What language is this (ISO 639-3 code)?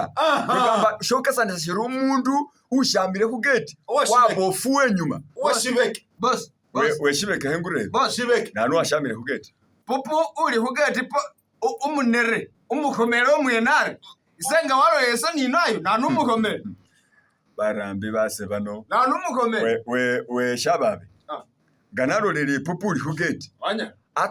myx